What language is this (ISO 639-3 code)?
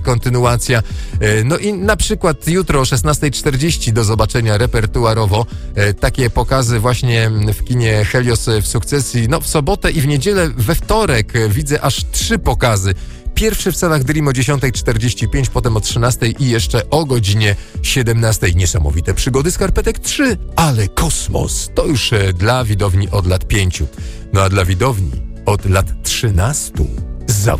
pol